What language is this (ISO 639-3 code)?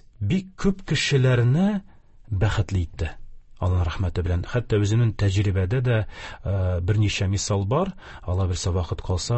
tat